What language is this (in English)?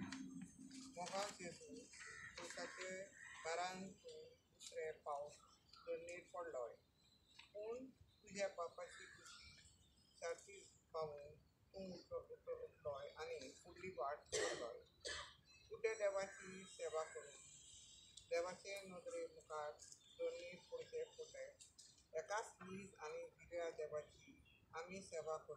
Konkani